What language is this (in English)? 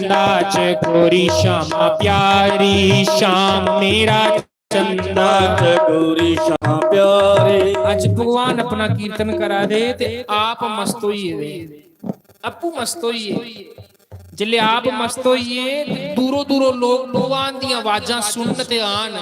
Dogri